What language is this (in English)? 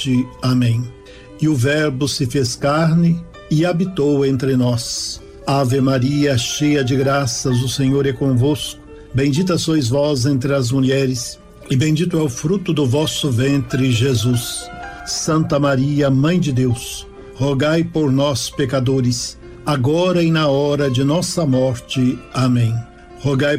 Portuguese